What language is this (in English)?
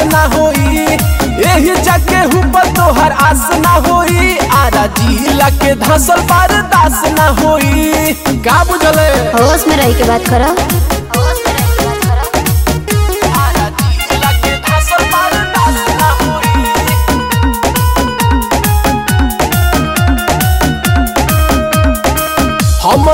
Bhojpuri